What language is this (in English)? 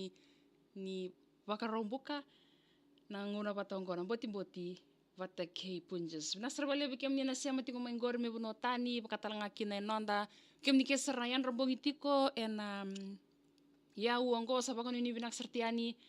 Fijian